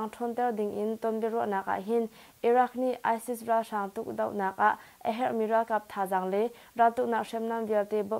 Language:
Hakha Chin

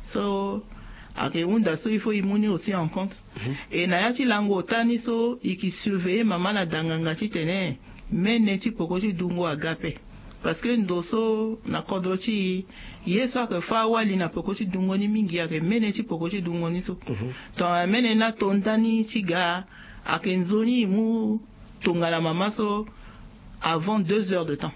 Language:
Sango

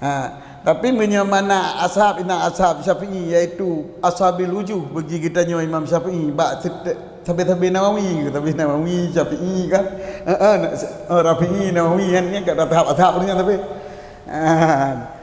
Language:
Achinese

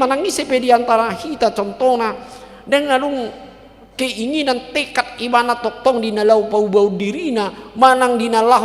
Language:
Batak Toba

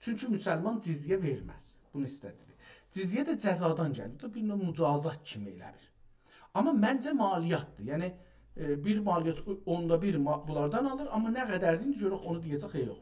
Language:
South Azerbaijani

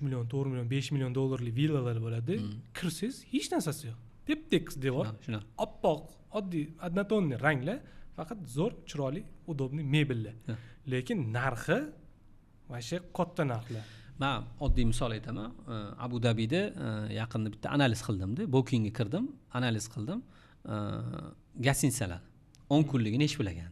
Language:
Uzbek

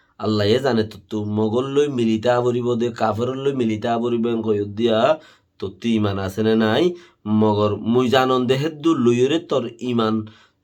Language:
Rohingya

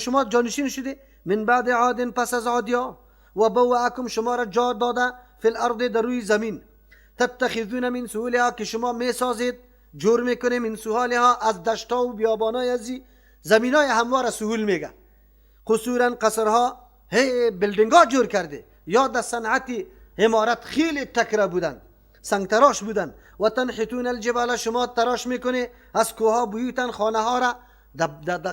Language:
Persian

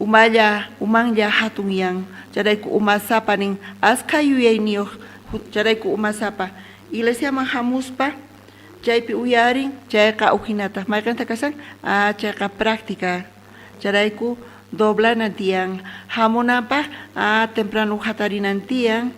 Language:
South Bolivian Quechua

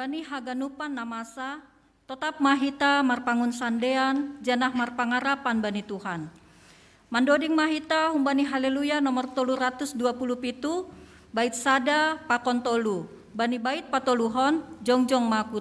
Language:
Batak Simalungun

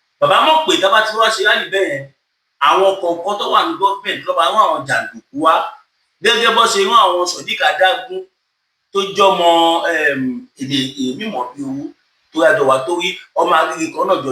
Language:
Yoruba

